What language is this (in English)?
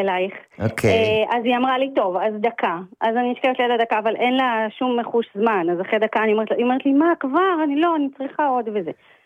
Hebrew